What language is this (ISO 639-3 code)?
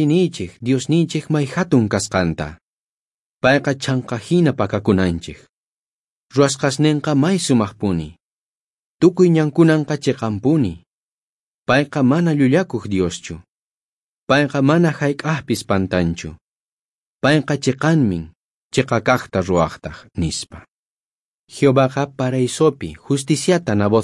quh